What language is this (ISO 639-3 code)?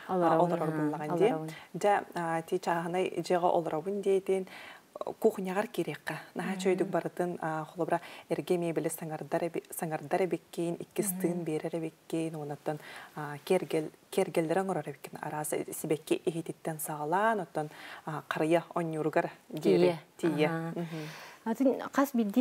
sah